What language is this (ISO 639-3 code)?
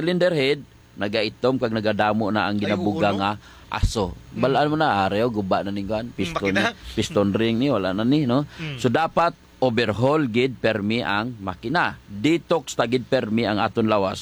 hil